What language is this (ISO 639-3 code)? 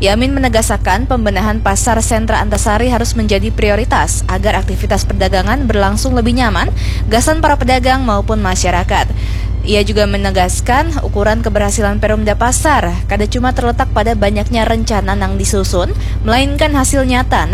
bjn